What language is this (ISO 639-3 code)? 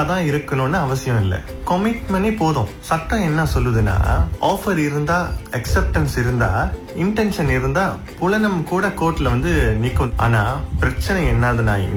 tam